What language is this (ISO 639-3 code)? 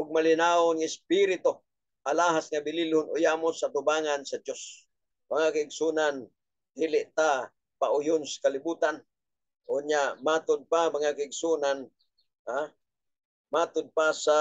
ceb